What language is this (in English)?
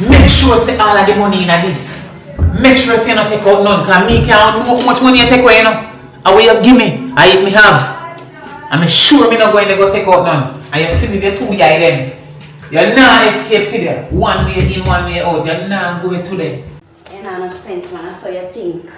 Jamaican Creole English